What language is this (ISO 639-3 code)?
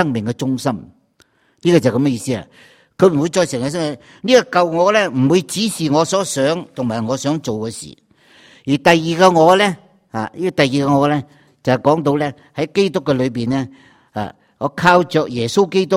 yue